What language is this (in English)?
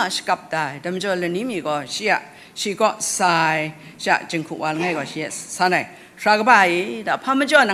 Kachin